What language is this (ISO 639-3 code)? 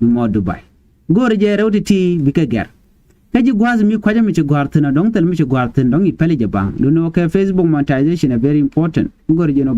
nus